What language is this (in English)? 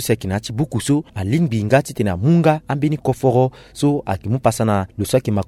Sango